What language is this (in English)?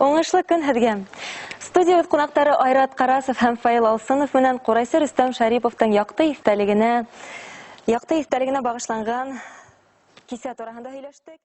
Bashkir